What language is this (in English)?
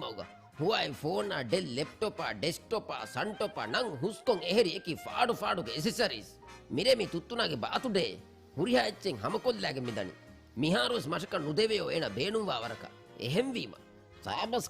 Divehi